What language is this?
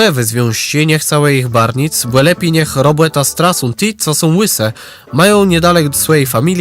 Kashubian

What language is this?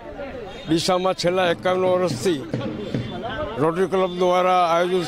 Gujarati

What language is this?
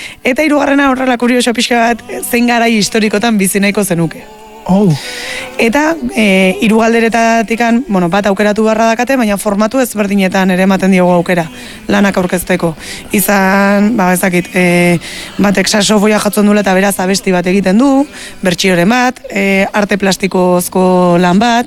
Basque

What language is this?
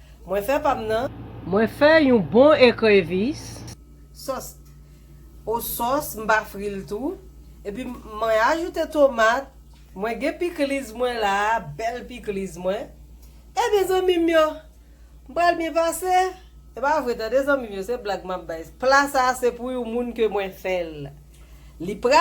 Haitian Creole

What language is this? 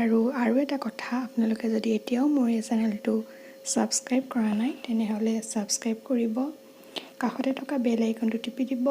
Assamese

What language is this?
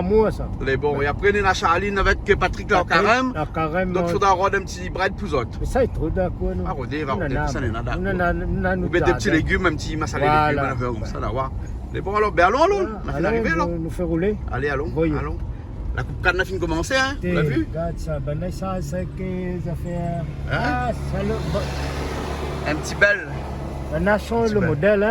Réunion Creole French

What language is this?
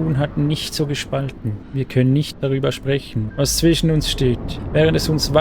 Swiss German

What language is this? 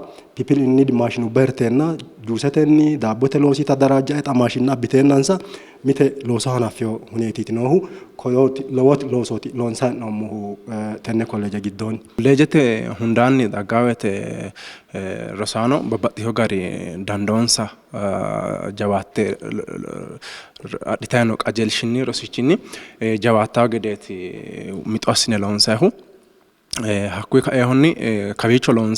Sidamo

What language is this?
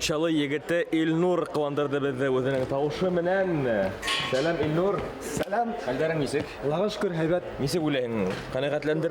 Bashkir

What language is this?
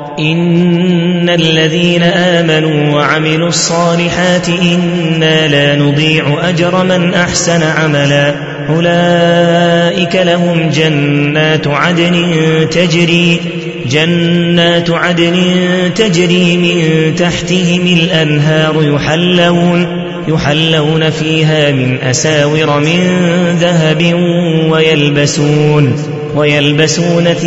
Arabic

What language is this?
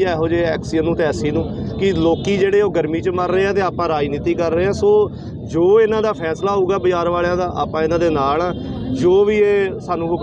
Punjabi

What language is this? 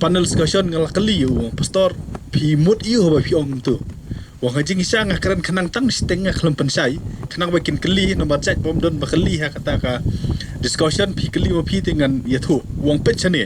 Khasi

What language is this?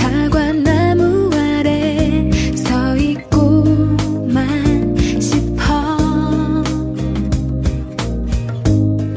Korean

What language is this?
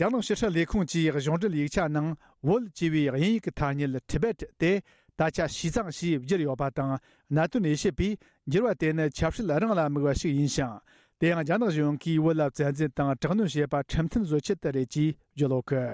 Tibetan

